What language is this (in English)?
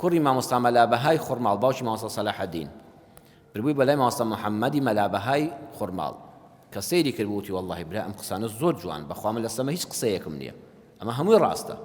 Central Kurdish